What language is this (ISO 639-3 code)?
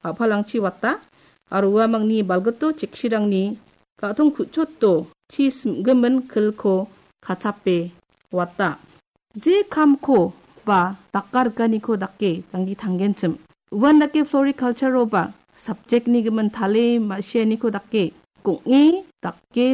grt